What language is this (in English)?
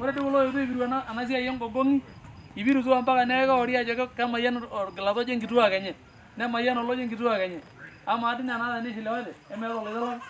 Masai